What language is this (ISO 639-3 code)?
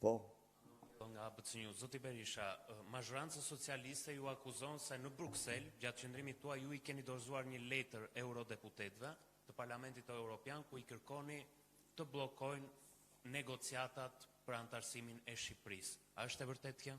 sqi